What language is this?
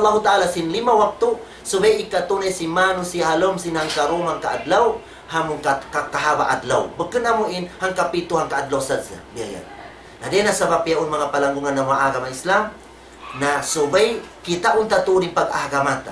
Tausug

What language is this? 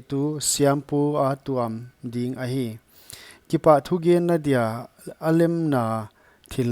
Paite Chin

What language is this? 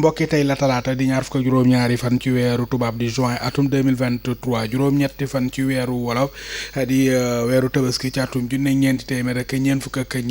Wolof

